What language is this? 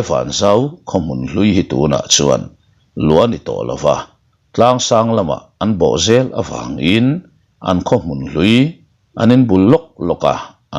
Mizo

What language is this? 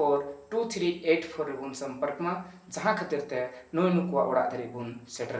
Santali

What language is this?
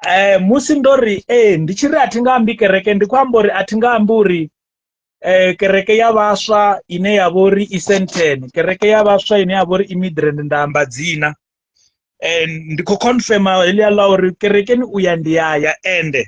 Venda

